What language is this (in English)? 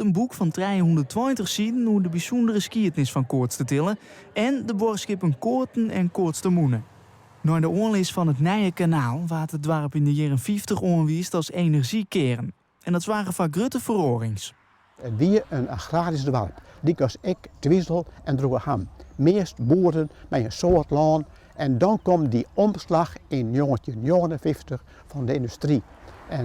Western Frisian